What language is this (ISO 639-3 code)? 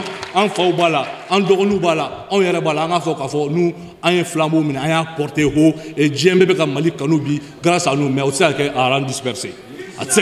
bam